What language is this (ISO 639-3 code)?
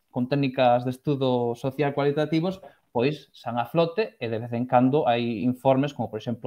glg